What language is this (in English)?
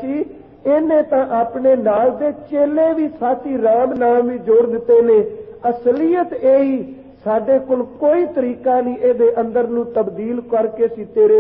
Punjabi